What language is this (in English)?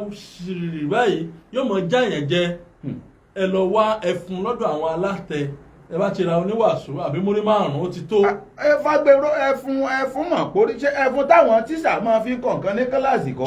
Yoruba